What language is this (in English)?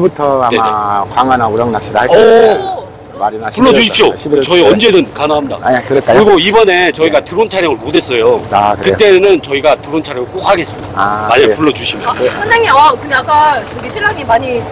Korean